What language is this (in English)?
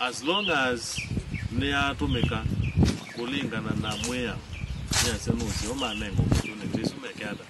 Kamba